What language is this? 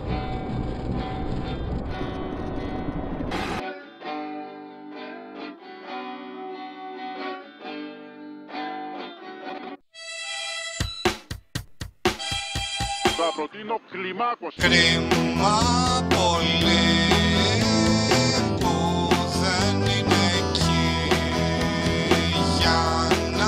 Greek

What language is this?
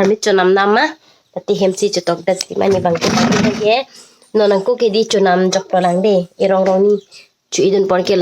Karbi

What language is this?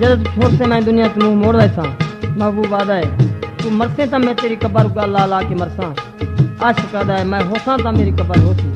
Saraiki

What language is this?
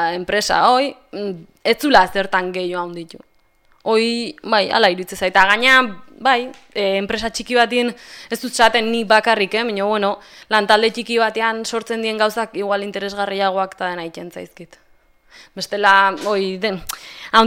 Basque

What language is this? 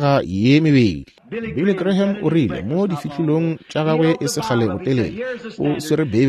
Northern Sotho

